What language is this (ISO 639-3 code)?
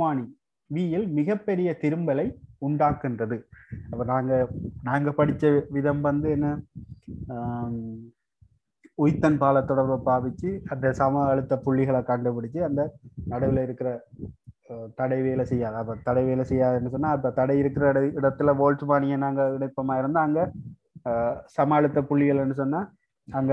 tam